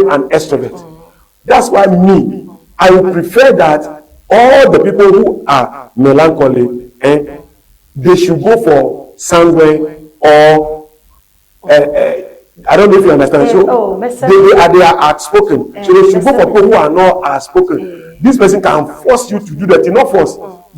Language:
Ewe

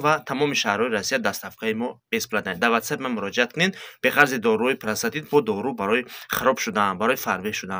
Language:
Tajik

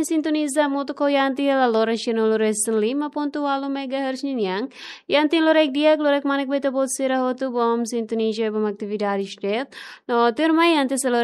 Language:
Tetum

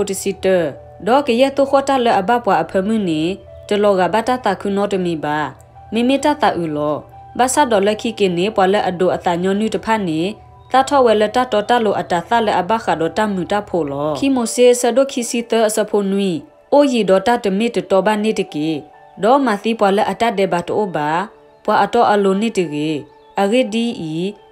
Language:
S'gaw Karen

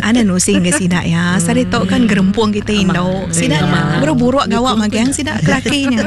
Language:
Iban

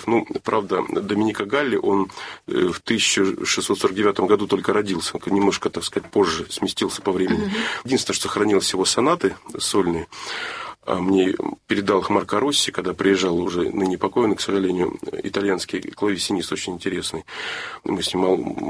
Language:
Russian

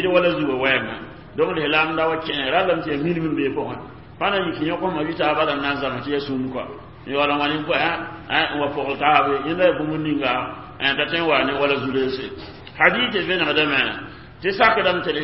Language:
Mossi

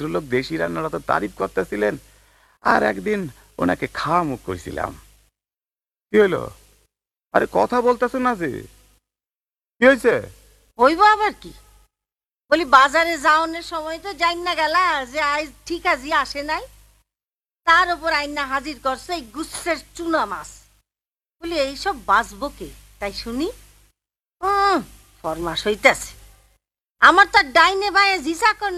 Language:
Bangla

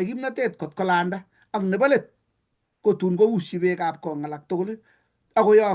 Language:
Kalenjin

